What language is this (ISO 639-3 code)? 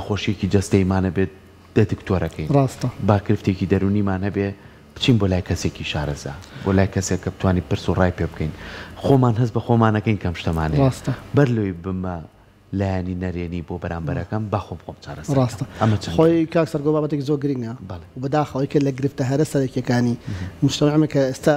ckb